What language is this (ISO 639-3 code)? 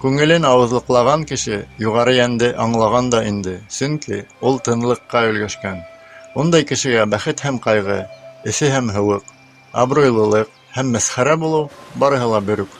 bak